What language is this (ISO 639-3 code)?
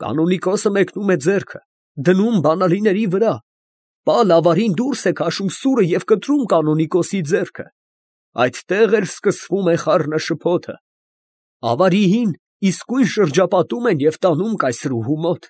hye